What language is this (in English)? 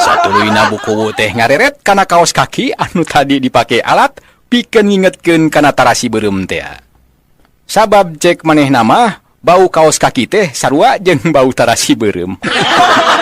Sundanese